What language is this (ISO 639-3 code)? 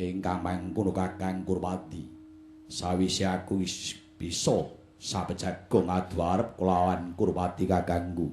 jav